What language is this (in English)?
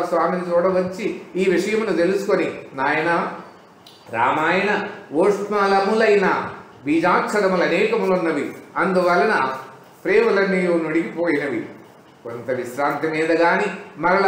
Telugu